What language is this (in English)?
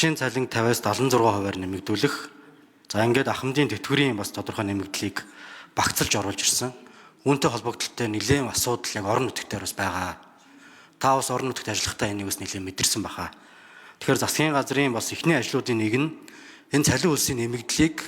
Mongolian